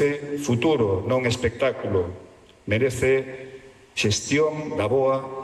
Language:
Galician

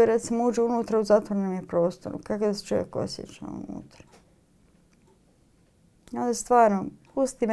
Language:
Croatian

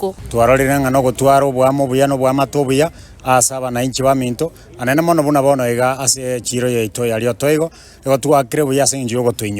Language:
Gusii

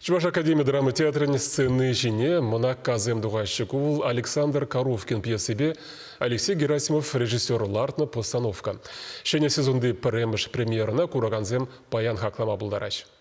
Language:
Chuvash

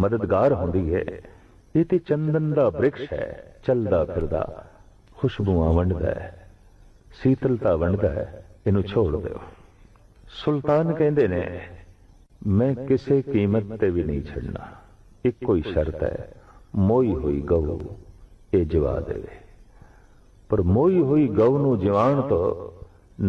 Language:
Punjabi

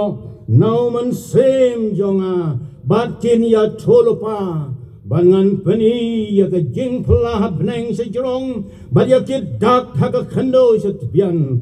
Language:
Khasi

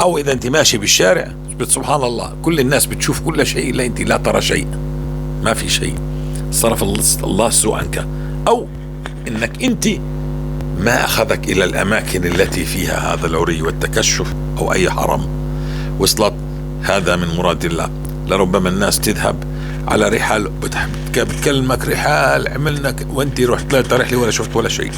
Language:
North Levantine Arabic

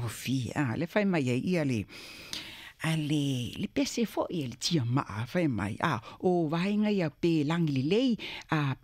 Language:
Samoan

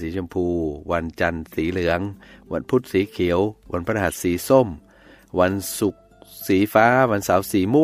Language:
Thai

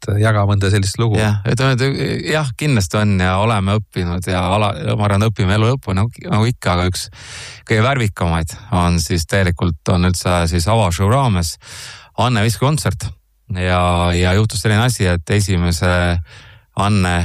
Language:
Estonian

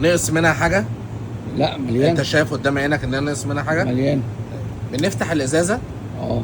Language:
Egyptian Arabic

